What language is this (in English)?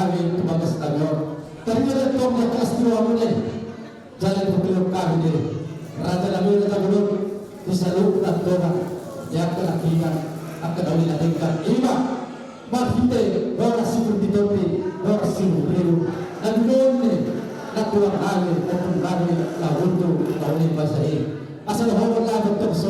Batak Toba